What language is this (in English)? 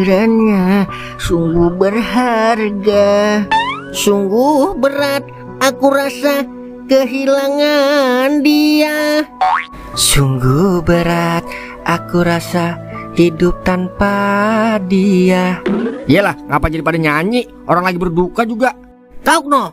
Betawi